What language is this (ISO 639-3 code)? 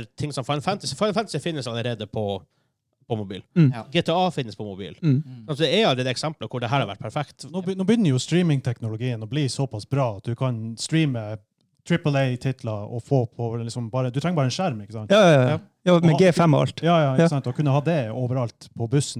nor